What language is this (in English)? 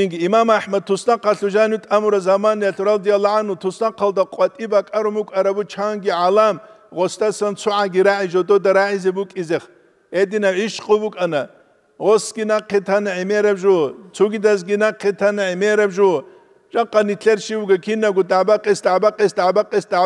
Avaric